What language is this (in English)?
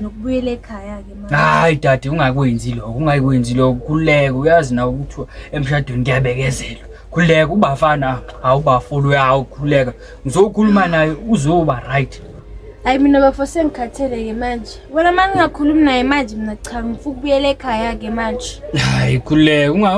Zulu